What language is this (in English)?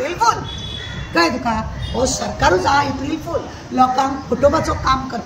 Konkani